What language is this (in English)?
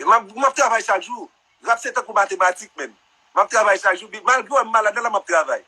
Haitian Creole